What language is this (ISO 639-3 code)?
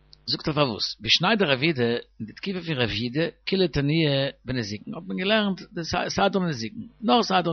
yid